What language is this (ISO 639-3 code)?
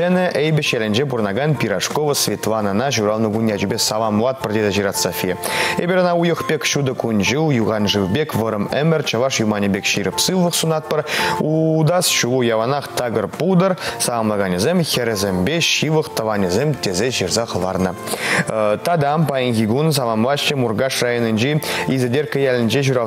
chv